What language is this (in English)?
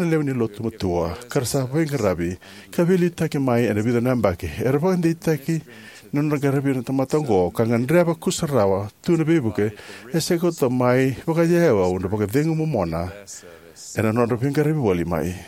Fijian